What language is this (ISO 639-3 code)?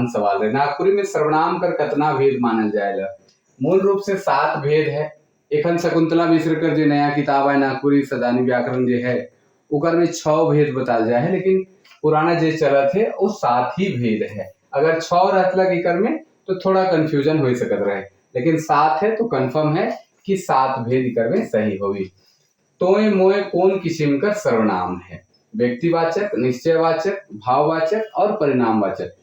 sck